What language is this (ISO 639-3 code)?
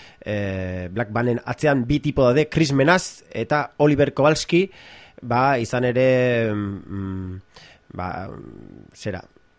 eus